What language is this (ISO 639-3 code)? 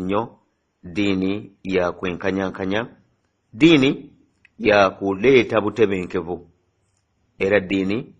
lug